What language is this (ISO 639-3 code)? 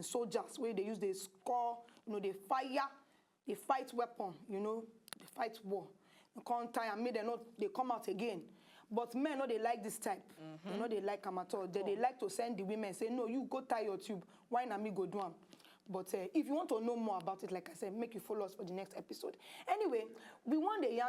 pcm